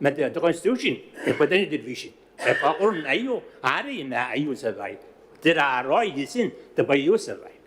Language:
Gilbertese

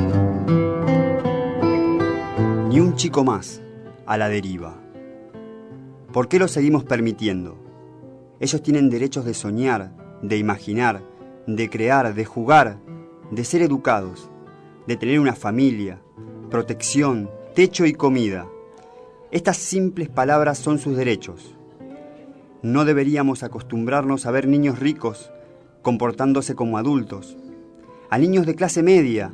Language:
Spanish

